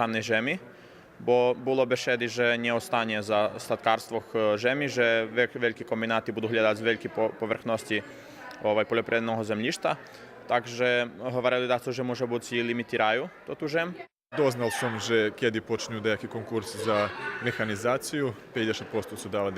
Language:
Rusyn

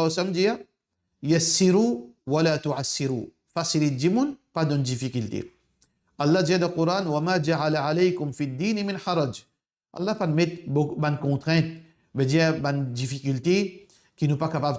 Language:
Morisyen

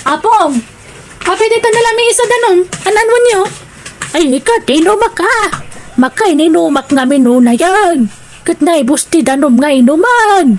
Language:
Iloko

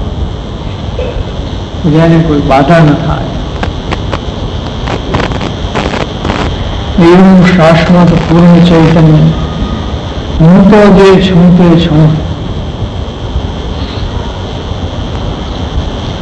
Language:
Gujarati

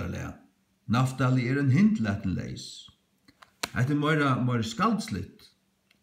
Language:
Faroese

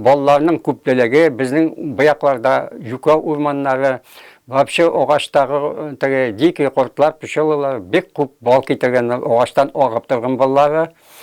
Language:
Bashkir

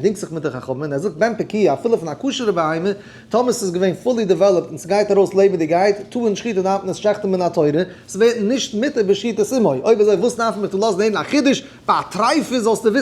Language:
Yiddish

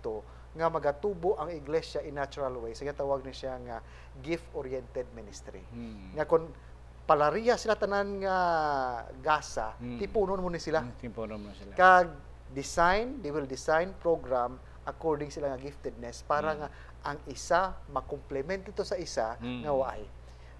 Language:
Hiligaynon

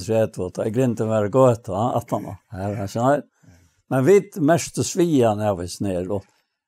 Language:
Faroese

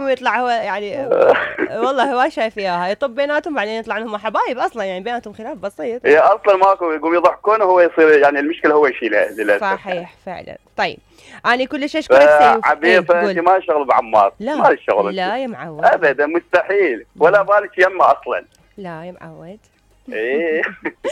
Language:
Mesopotamian Arabic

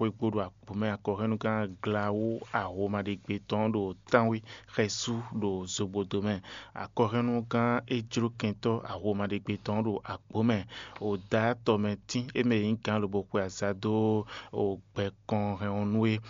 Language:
Fon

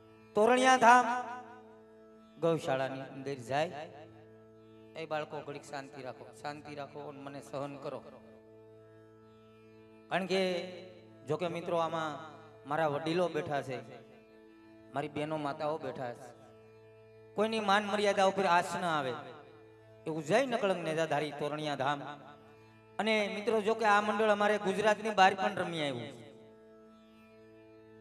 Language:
Gujarati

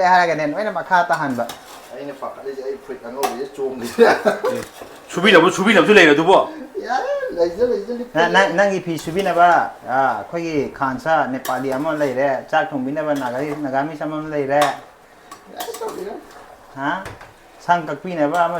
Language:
Manipuri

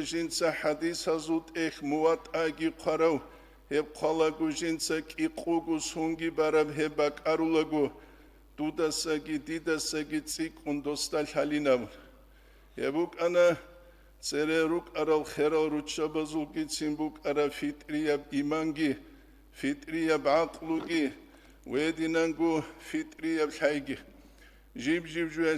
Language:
Avaric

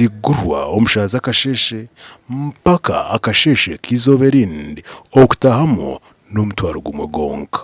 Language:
Nyankole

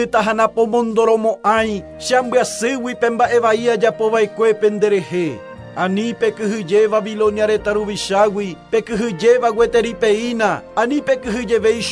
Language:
Guarani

